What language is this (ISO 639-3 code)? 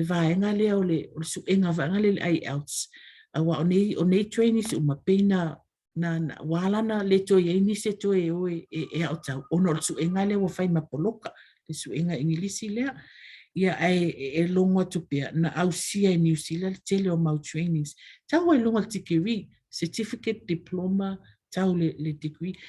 smo